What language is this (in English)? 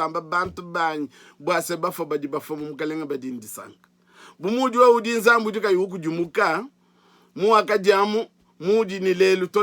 Luba-Lulua